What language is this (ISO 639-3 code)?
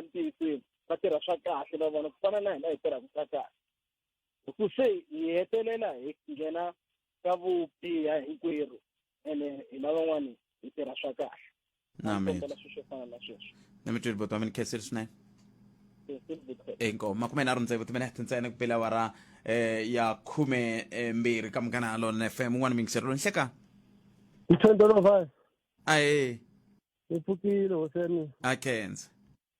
tso